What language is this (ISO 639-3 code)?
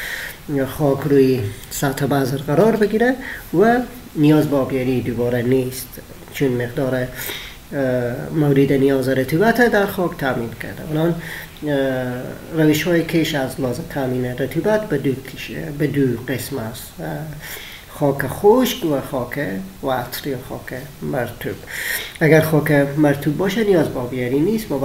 fas